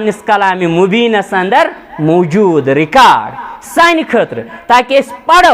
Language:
Kashmiri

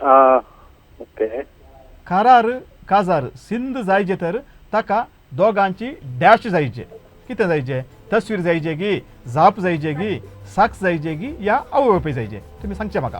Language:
Konkani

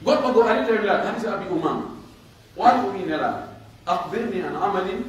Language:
Pular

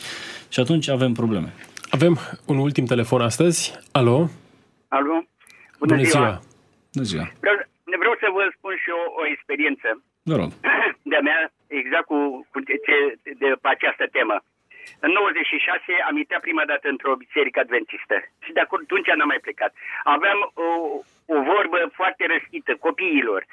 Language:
Romanian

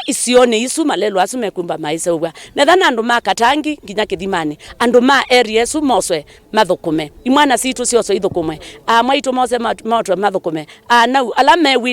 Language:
Kamba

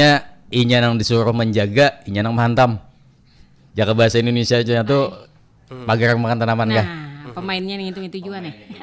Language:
Banjar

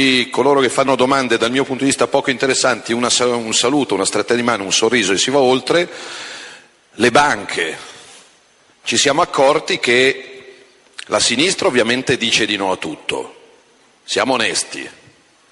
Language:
Italian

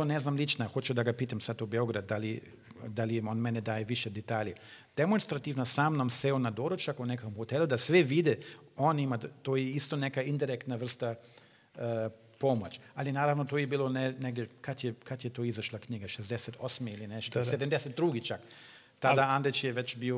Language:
Serbian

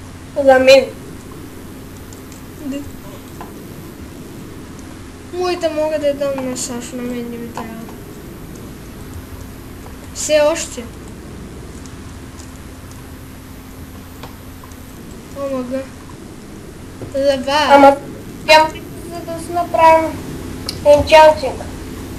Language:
Bulgarian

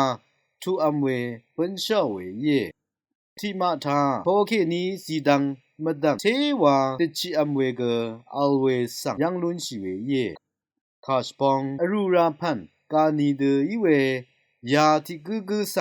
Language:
Rawang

